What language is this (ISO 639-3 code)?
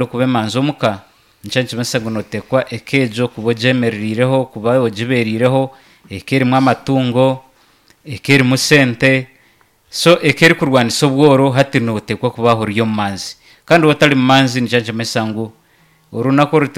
nyn